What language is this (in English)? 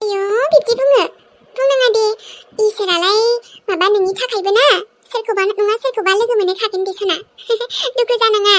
Bodo